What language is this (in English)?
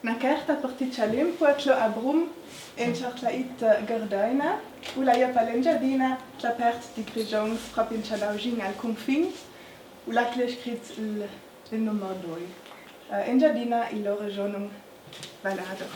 Ladin